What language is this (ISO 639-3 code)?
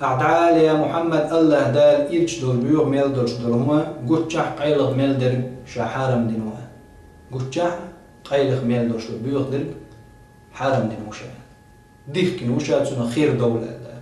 che